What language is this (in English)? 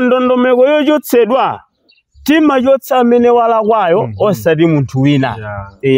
Nyanja